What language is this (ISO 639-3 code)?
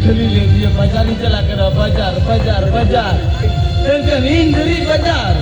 sat